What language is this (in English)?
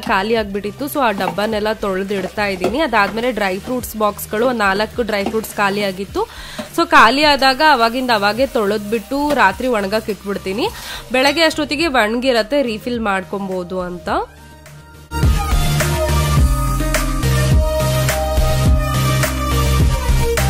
Kannada